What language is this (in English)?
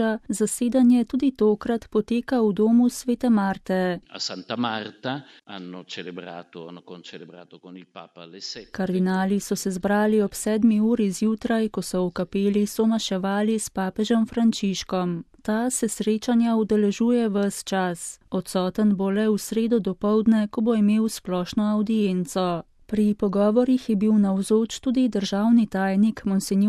Slovenian